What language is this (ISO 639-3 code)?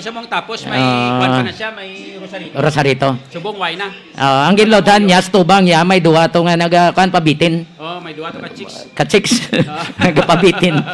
hil